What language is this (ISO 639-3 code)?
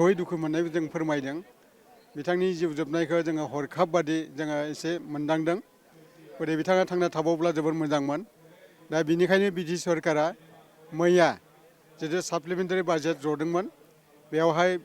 brx